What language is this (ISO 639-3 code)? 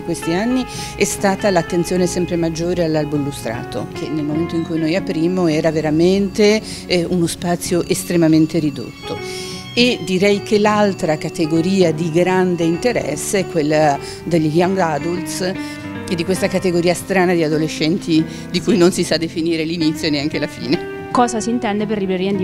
ita